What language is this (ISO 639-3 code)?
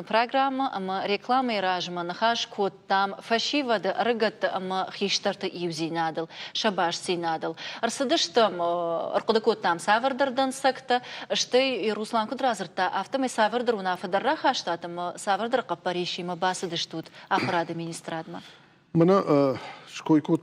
oss